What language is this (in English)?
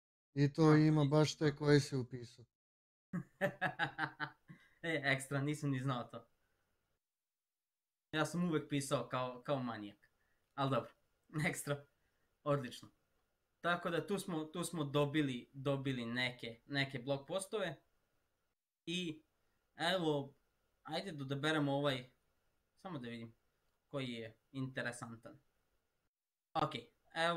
Serbian